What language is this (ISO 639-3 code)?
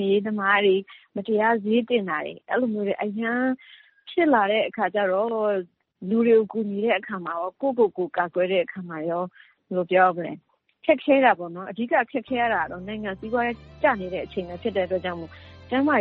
mya